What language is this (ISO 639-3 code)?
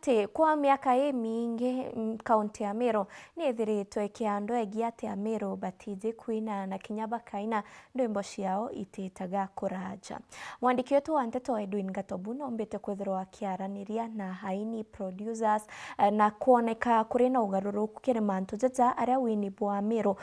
mer